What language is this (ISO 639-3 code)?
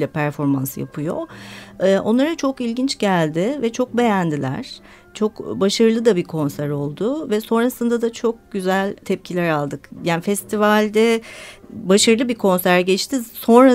tur